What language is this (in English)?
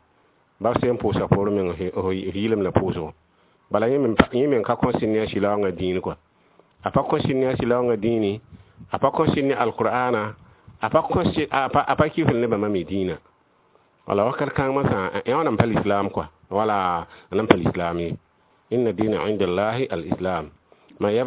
Mossi